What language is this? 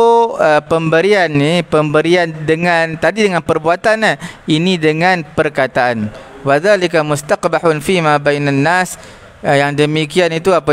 Malay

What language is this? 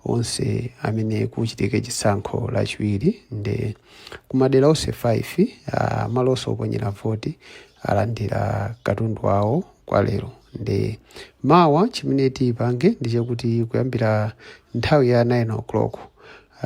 Nyanja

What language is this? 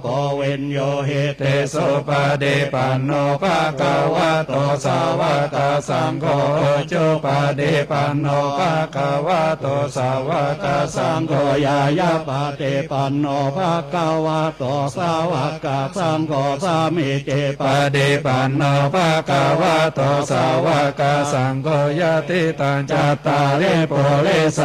Pali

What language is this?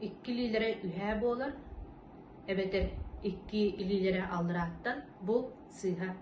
Yakut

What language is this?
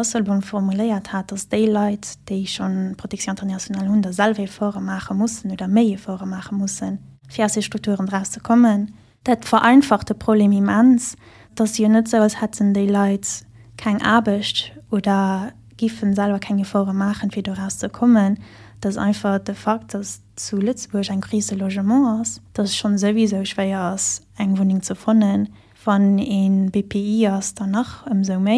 Luxembourgish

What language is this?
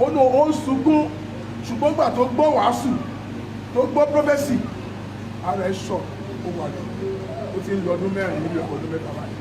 Yoruba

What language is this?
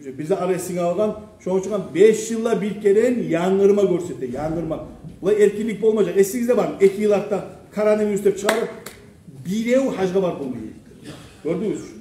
Kumyk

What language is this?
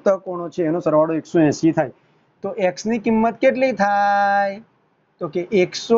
Gujarati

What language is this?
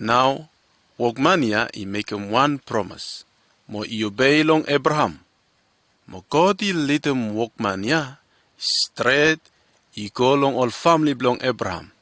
Bislama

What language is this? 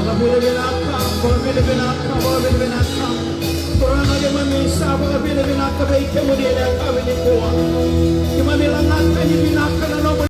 Fijian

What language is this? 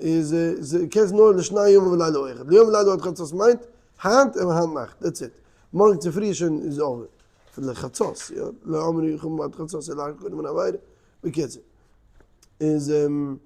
Yiddish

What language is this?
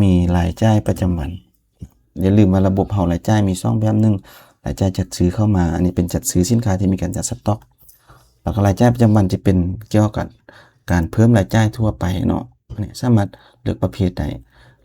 Lao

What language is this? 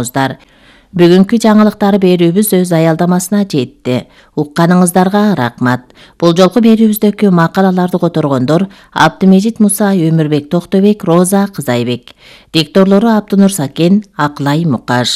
Kyrgyz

